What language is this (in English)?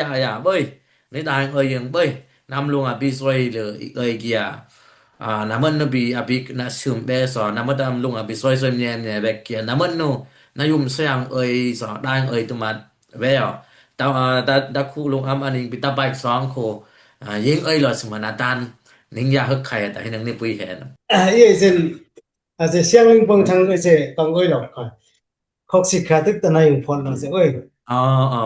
Dimasa